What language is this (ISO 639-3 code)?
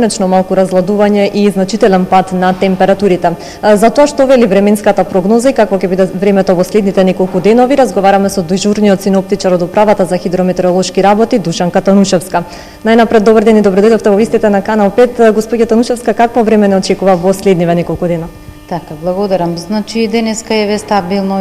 mkd